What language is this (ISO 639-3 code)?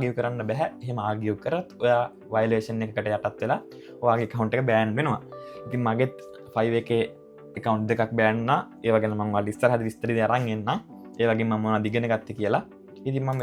sin